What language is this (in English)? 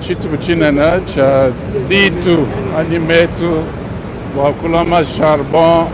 Luba-Lulua